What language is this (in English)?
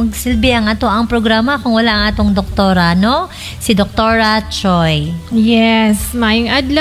Cebuano